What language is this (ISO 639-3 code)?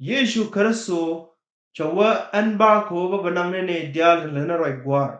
nus